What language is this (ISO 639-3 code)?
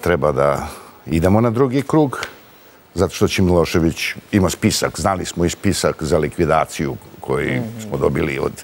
srp